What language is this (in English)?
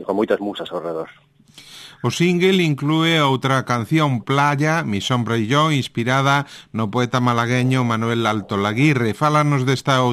Galician